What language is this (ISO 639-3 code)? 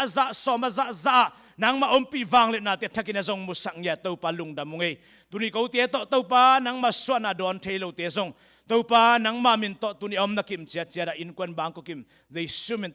ctd